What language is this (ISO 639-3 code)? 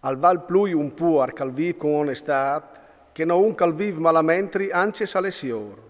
fur